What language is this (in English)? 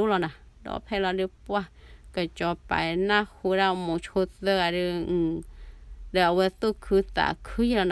S'gaw Karen